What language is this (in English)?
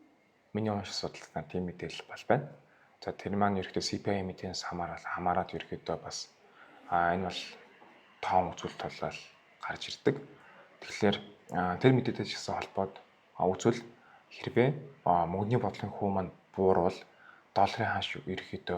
Mongolian